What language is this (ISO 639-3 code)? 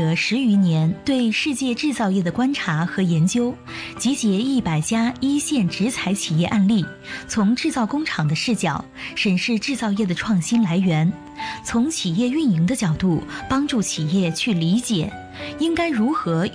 zho